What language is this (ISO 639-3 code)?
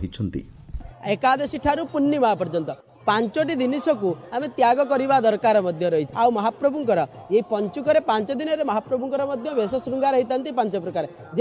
ori